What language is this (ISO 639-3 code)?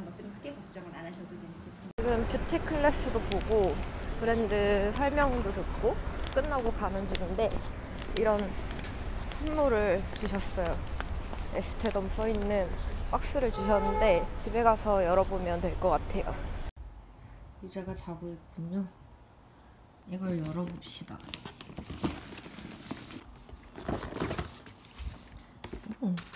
kor